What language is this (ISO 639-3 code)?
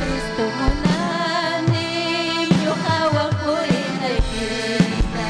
quy